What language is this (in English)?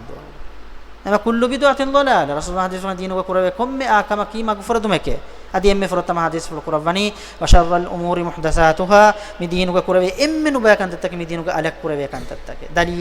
Divehi